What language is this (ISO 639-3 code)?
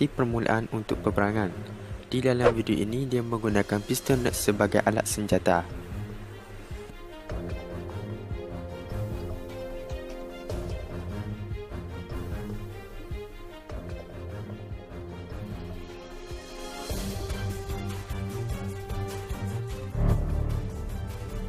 msa